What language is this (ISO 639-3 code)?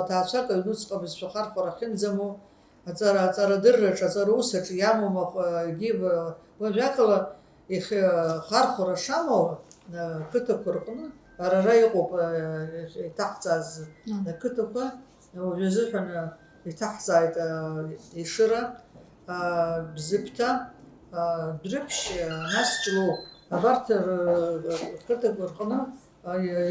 abk